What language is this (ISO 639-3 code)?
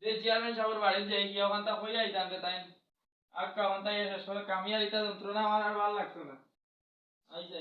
syl